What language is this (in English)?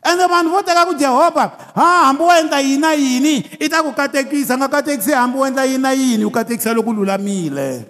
Tsonga